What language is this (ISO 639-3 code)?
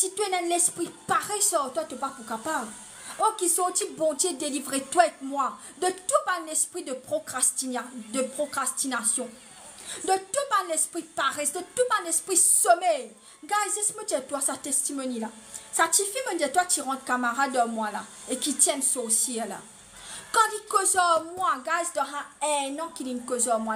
mfe